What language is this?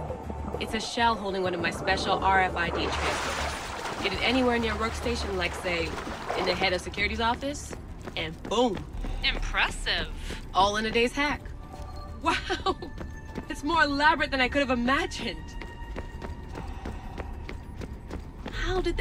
English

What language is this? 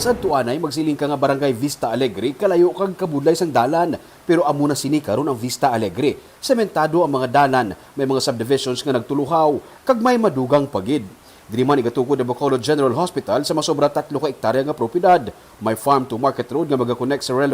Hiligaynon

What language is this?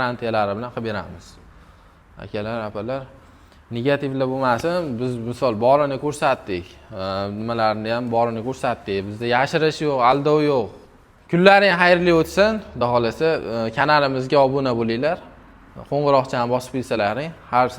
Uzbek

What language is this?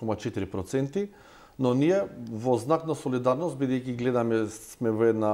Macedonian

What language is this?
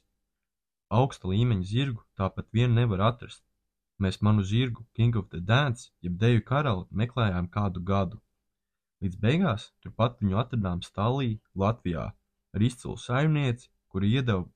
Latvian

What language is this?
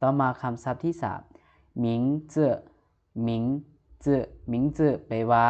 Lao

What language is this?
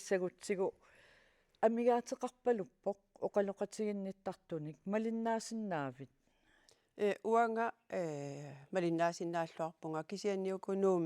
Kalaallisut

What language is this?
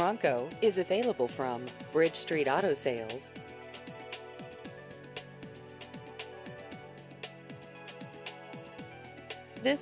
English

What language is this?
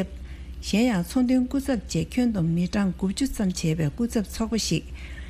Tibetan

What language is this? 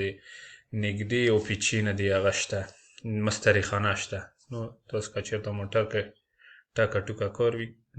Pashto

